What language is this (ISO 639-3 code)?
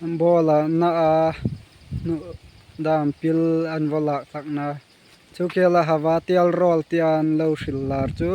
hmr